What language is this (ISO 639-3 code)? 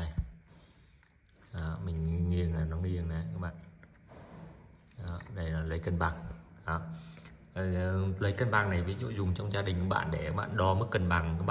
vie